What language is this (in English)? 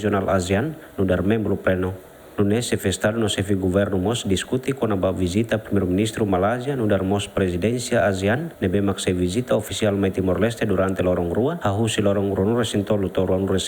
Tetum